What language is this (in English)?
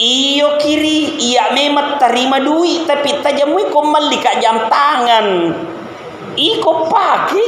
Buginese